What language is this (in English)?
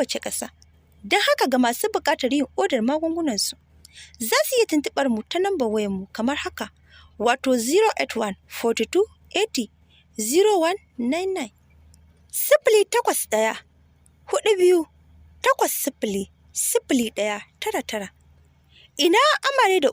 Hausa